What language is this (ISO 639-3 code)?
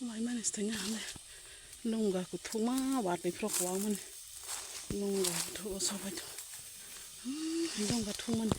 trp